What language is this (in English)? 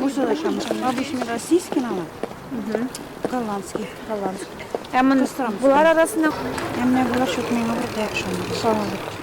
Tatar